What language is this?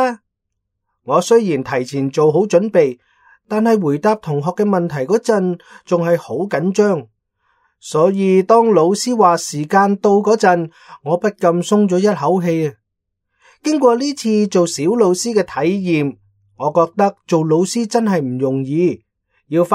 Cantonese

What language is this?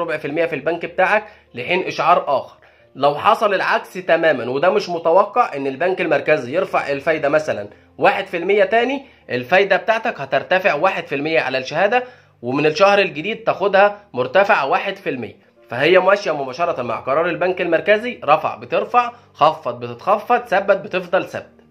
Egyptian Arabic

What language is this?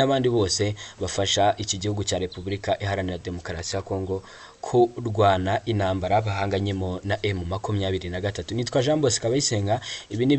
Kinyarwanda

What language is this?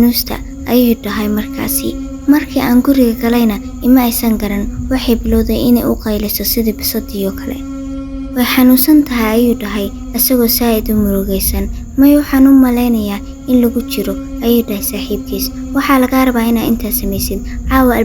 Somali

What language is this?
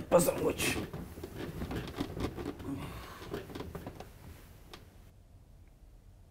Kyrgyz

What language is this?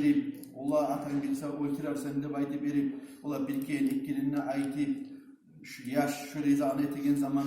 Kumyk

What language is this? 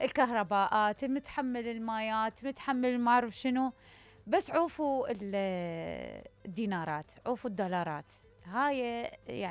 Mesopotamian Arabic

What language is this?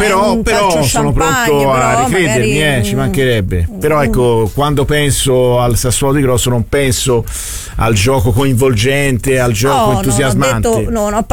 Italian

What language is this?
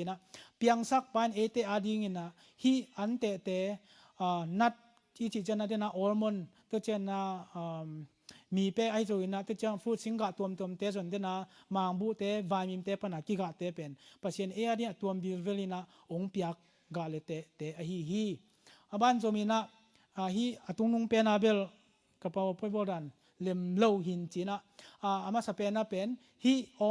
Tedim Chin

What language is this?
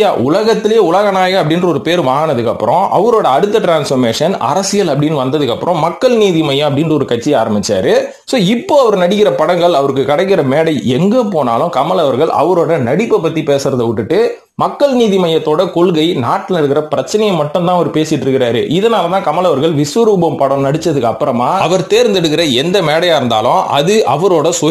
Tamil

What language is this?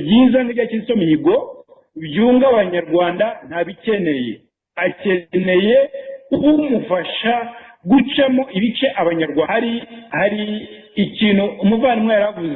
Kinyarwanda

